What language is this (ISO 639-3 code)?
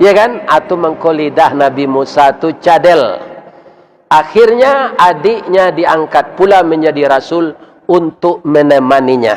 min